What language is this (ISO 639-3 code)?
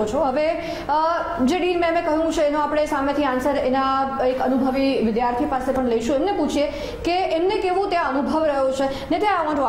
guj